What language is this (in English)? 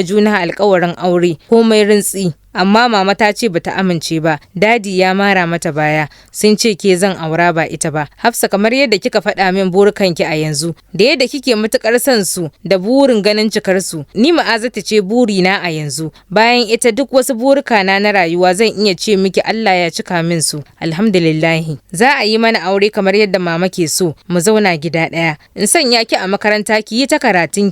Hausa